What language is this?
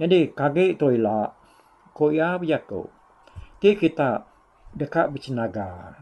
Iban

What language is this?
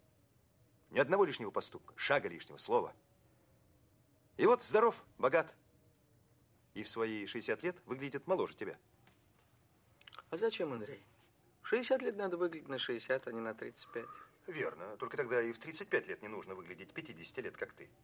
Russian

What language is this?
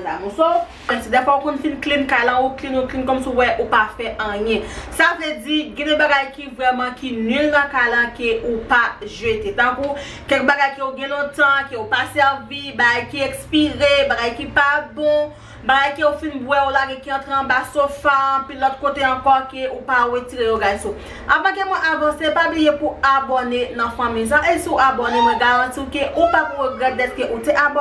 Haitian Creole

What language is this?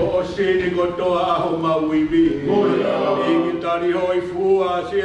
Tongan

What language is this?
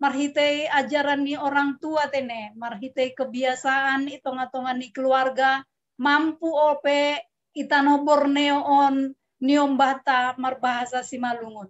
Batak Simalungun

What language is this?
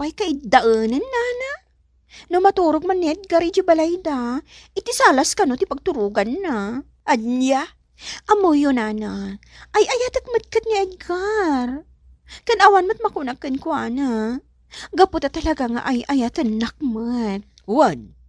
Iloko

